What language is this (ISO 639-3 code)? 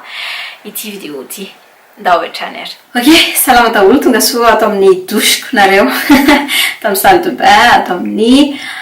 mlg